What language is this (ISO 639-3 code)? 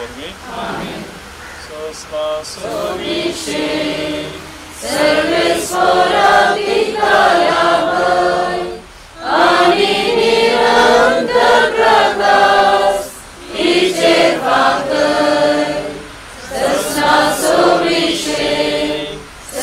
kok